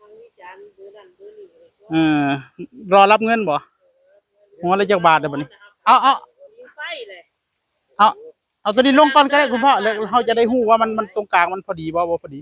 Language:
Northeastern Thai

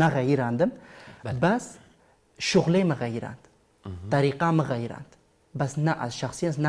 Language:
Kurdish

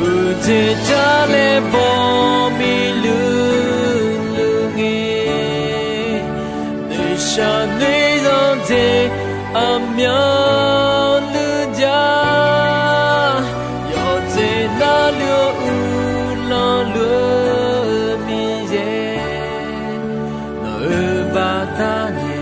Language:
Akha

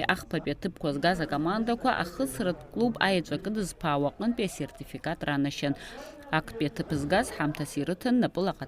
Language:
Abkhazian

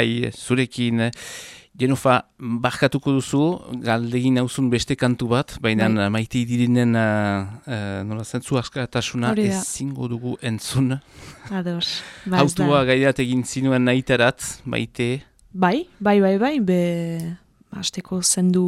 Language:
Basque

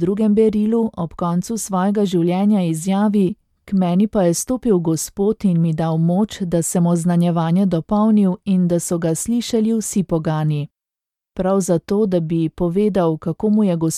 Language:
Slovenian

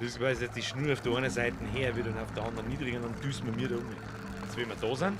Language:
Bavarian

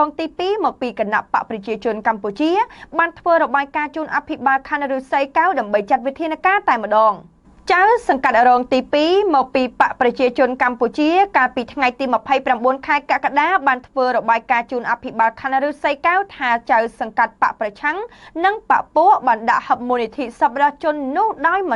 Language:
Khmer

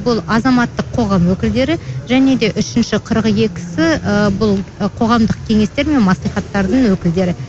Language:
Kazakh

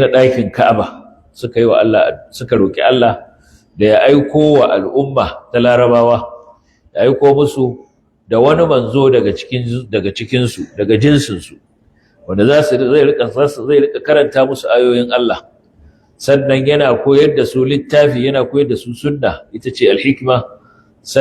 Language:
Hausa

